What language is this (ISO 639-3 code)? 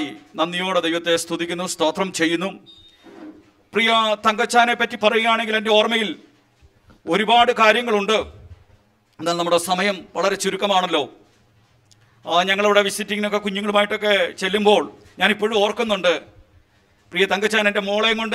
mal